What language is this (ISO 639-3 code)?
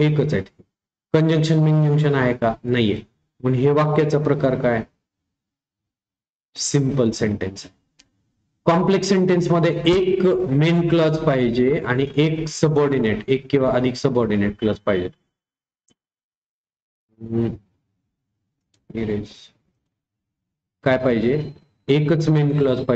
mar